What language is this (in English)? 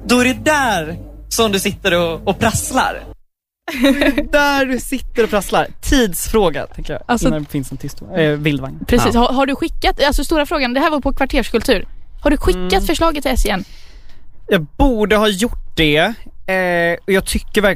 Swedish